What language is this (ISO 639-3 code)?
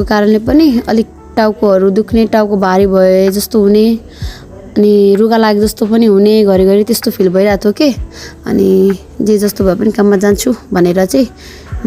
nep